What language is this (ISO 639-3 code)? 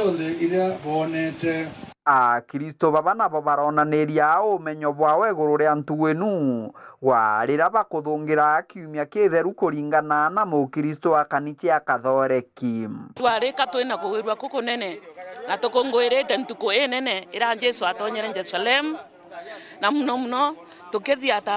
mer